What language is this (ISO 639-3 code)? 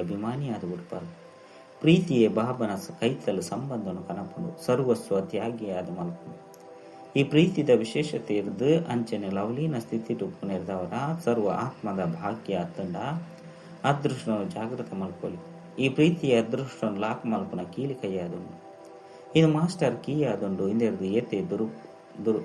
tcy